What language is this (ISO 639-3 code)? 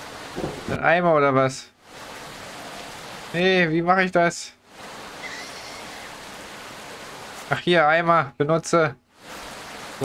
deu